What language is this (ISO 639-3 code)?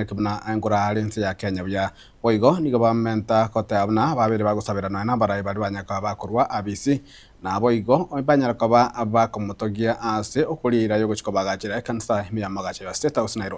guz